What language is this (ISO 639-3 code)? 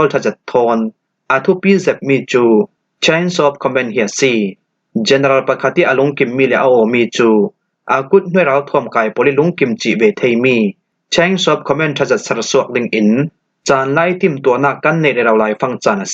cfm